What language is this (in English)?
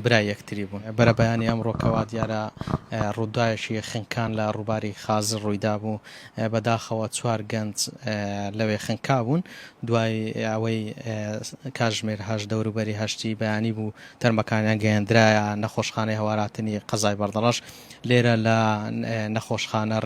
Central Kurdish